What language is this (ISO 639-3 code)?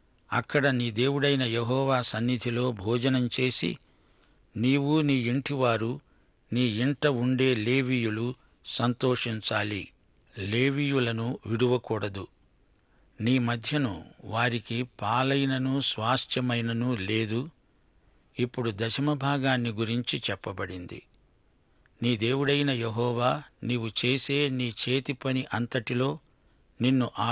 tel